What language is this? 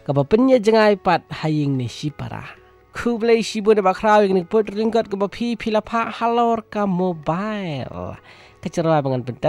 Malay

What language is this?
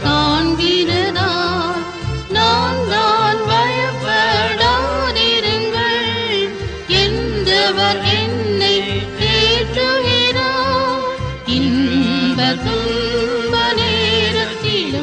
Tamil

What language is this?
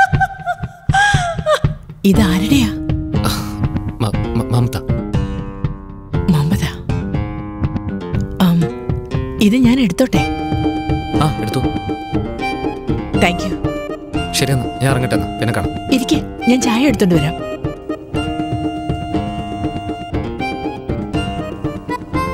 Malayalam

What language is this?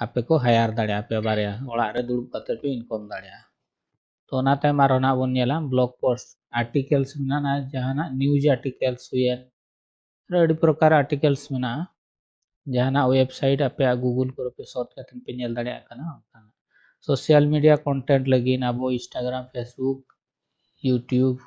Santali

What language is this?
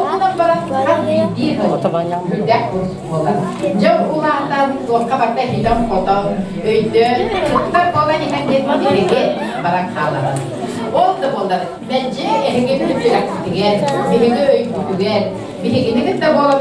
Yakut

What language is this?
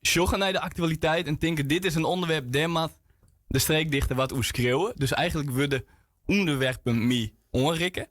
Western Frisian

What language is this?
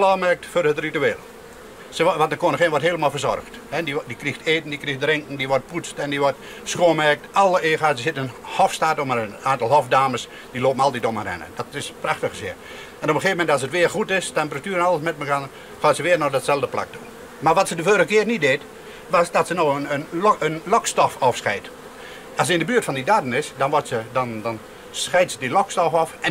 Western Frisian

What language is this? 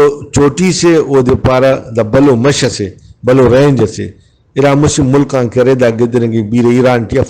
Brahui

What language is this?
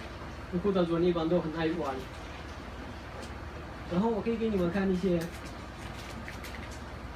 Chinese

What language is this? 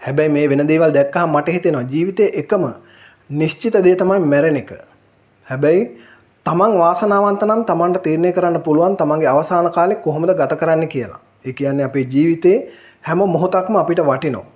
Sinhala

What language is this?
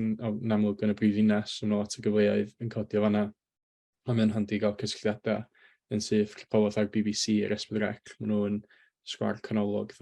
Welsh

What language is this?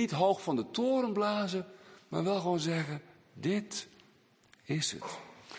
Dutch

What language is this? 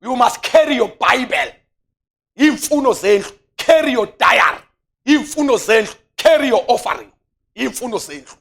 Zulu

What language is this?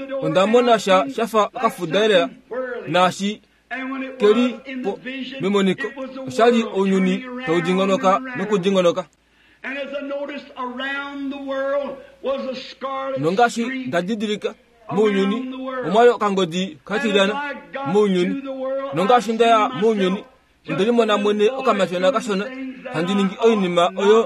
Kuanyama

